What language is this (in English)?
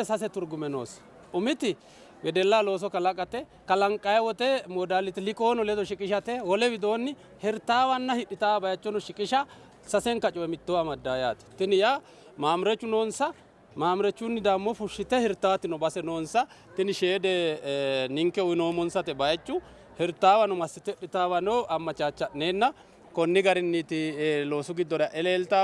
Sidamo